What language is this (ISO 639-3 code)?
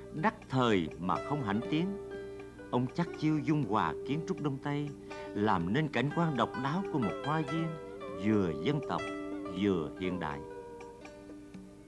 vie